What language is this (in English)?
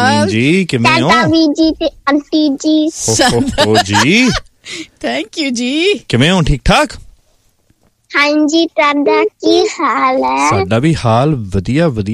Punjabi